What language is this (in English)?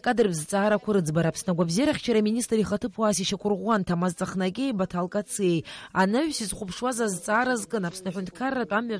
Abkhazian